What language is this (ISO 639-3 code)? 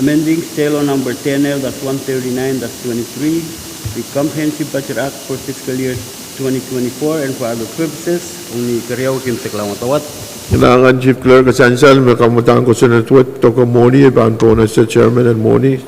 pon